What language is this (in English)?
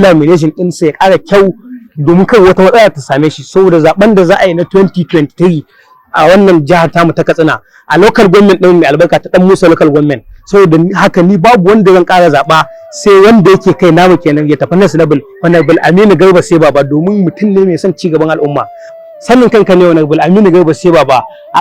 Hausa